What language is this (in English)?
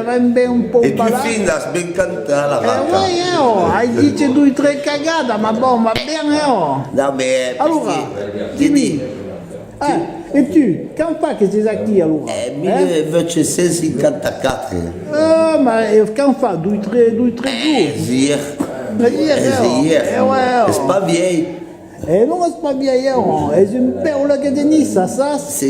Occitan